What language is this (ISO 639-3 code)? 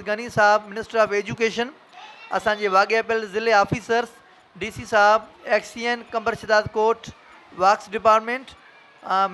snd